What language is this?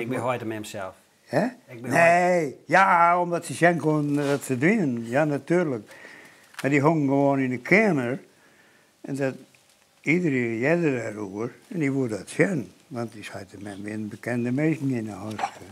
Western Frisian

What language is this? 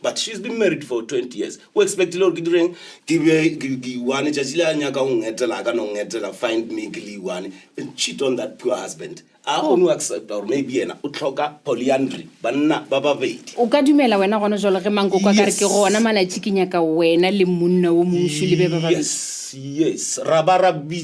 Northern Sotho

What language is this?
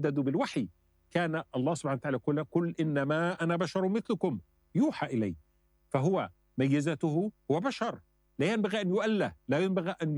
Arabic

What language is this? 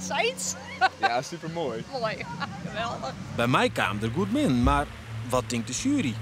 Western Frisian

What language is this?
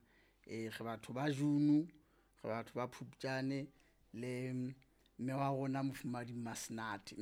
Southern Sotho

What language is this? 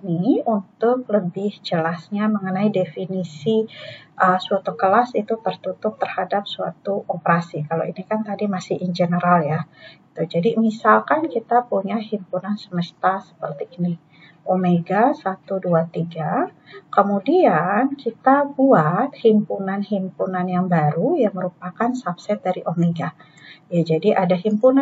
Indonesian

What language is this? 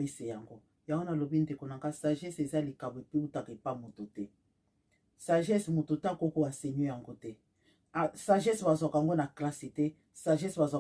Lingala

